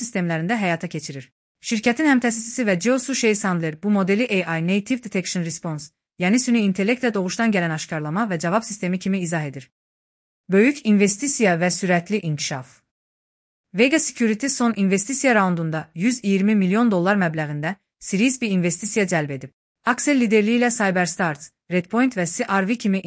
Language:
Azerbaijani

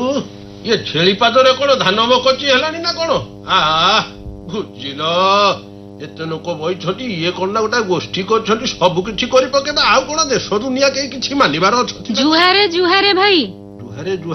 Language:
Odia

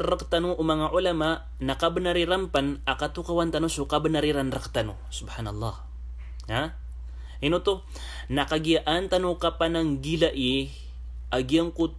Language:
Maranao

